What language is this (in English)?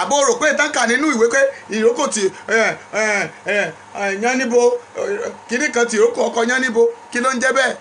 Yoruba